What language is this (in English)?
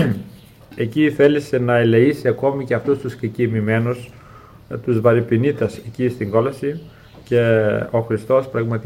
Greek